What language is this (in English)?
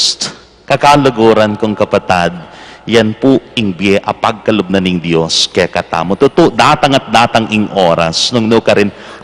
Pampanga